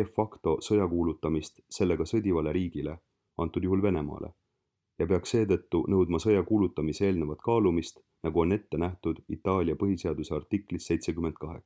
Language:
Estonian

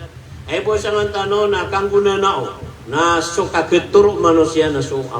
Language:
Maranao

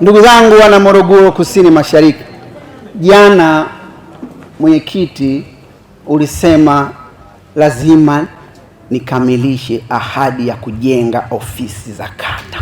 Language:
Swahili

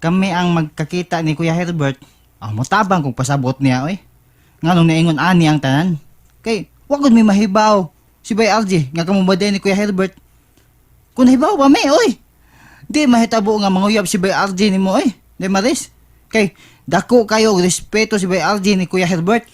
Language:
Cebuano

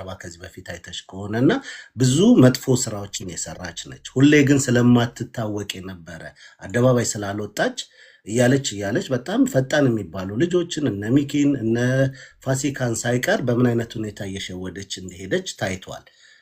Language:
Amharic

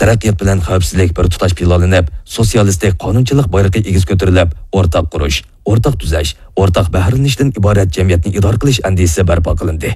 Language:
Uyghur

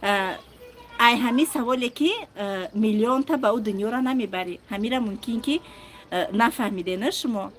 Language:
Tajik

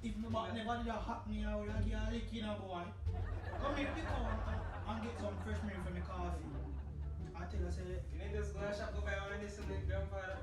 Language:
Jamaican Creole English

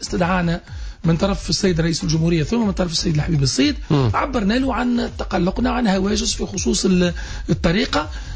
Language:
Tunisian Arabic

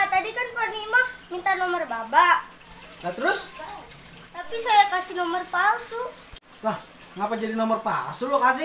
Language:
Betawi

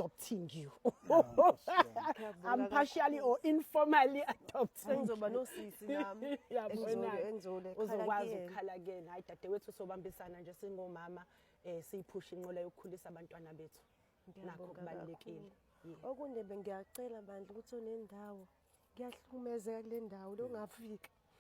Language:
Zulu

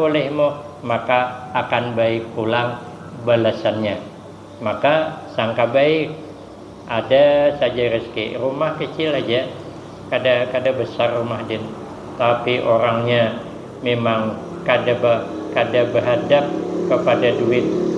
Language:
Banjar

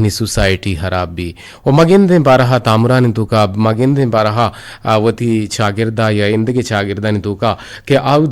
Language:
Eastern Balochi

